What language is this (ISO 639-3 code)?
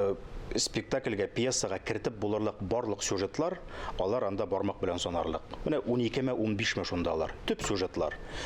tat